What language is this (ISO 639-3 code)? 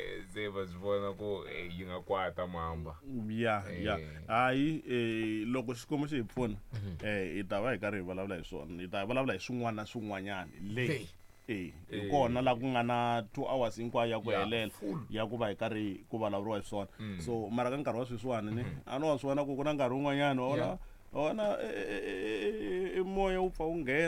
tso